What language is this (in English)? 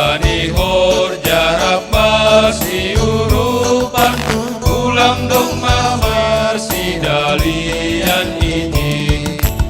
Batak Simalungun